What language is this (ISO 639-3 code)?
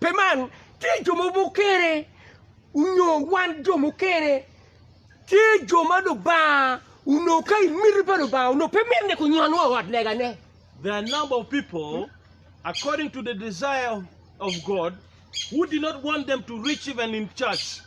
ach